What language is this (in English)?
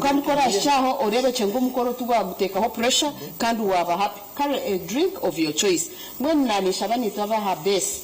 Nyankole